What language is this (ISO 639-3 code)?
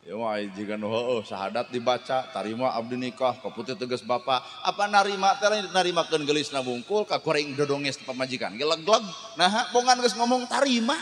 sun